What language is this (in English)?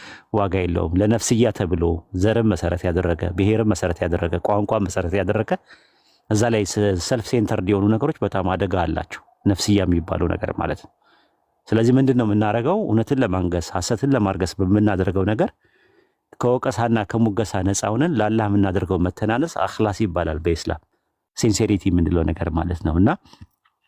Amharic